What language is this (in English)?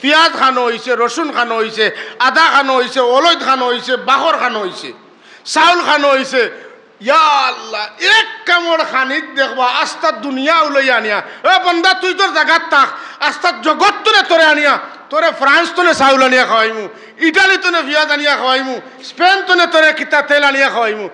Sylheti